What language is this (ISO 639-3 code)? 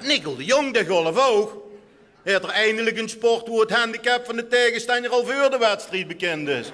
lim